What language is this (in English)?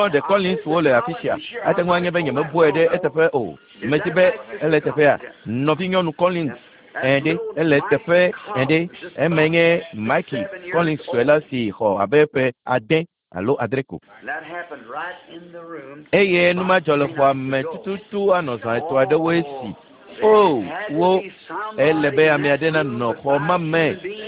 Ewe